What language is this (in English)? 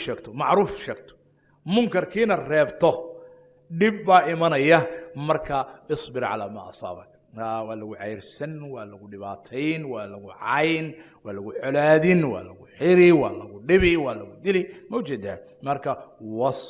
Somali